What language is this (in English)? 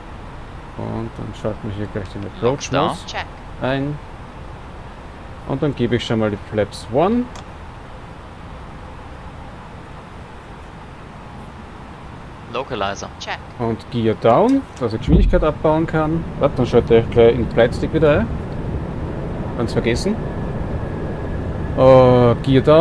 German